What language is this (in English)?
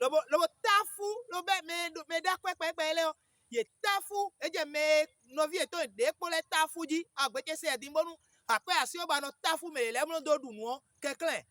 Fon